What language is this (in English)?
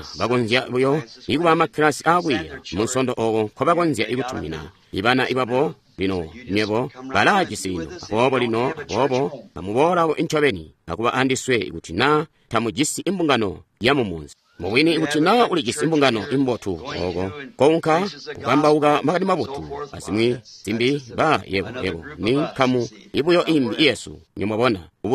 Tonga (Zambia)